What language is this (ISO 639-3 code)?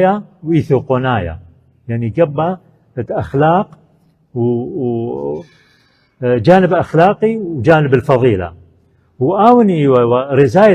aii